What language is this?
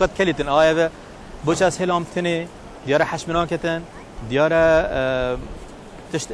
Kurdish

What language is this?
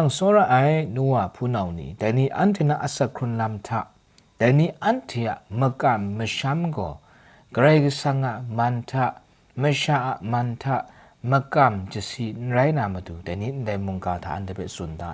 Kachin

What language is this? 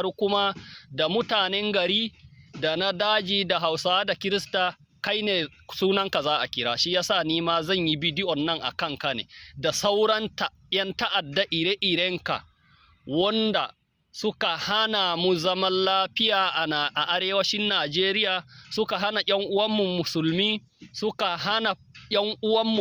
Hausa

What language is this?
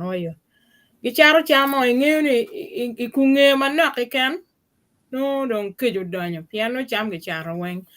Acoli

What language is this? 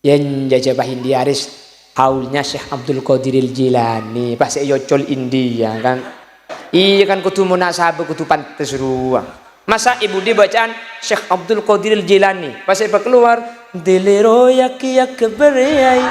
Madurese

